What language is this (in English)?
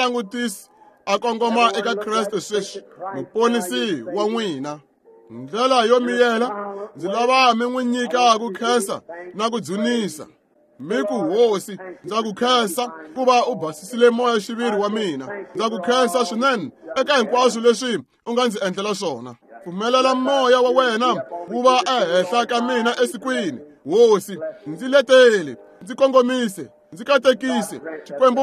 Tsonga